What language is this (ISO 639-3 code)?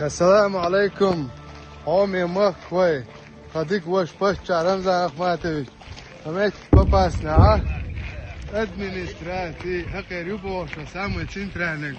che